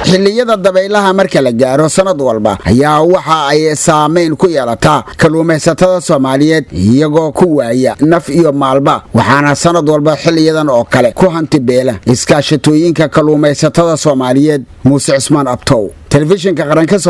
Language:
Somali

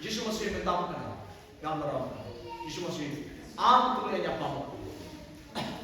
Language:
Santali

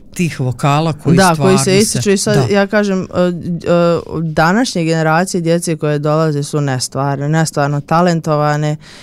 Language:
Serbian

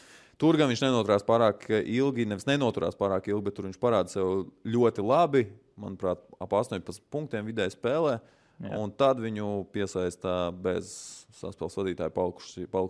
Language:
Latvian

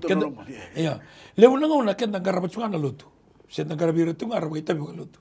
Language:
Fijian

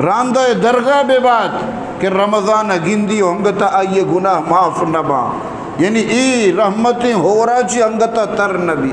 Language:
Eastern Balochi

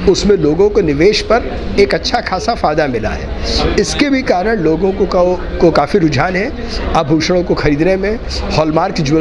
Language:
Hindi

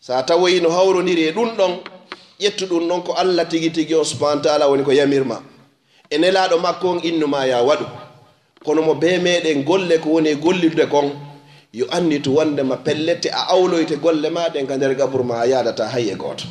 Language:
Fula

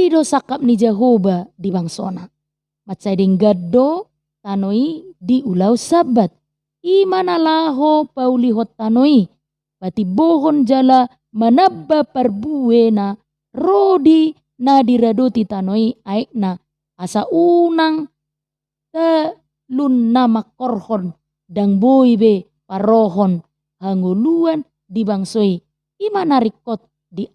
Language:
Batak Toba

